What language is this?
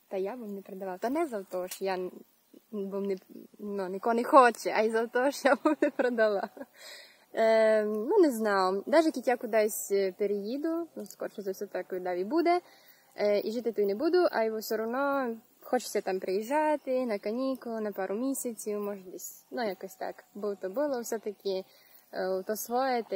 Rusyn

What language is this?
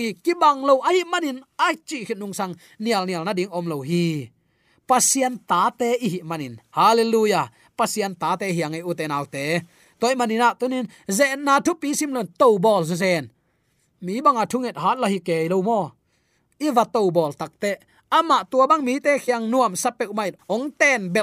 Tedim Chin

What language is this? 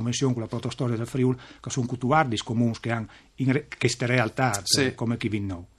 Friulian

